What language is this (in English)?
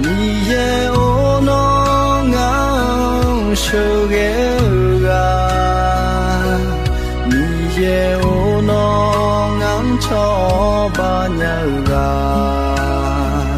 Akha